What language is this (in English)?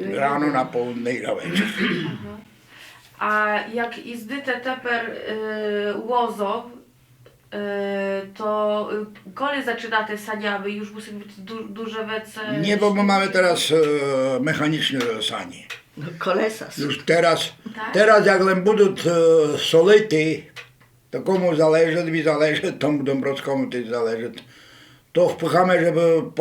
Rusyn